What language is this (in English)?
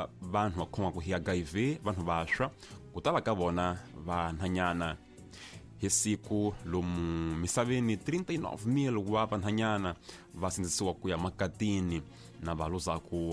Tsonga